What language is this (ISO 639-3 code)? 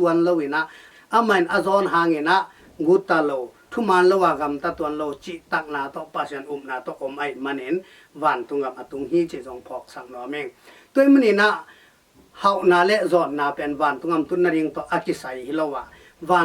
ctd